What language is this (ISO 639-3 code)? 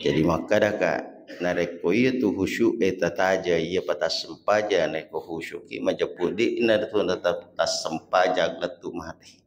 bug